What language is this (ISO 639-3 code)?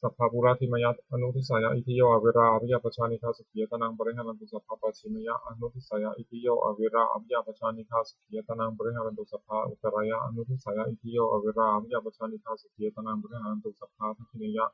pli